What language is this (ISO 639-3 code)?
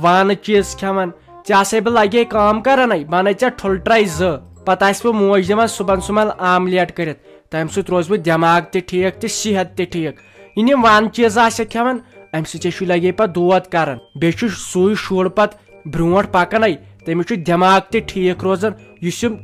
kas